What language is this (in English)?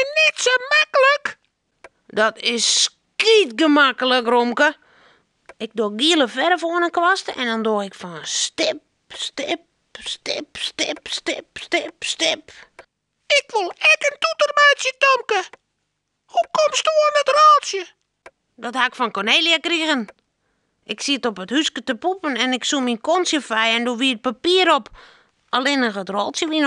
Western Frisian